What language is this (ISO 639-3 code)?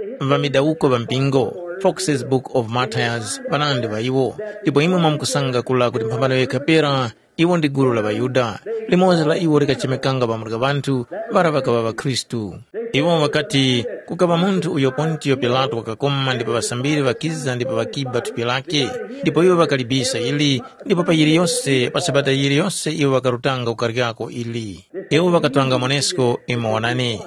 tum